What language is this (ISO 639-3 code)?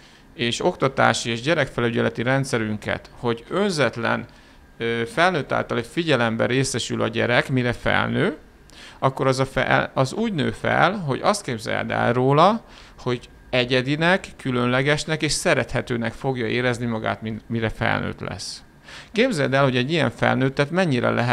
hun